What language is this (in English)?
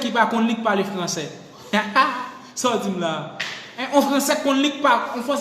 Haitian Creole